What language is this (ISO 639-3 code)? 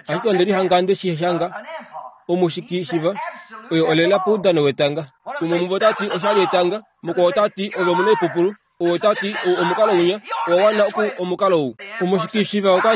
kua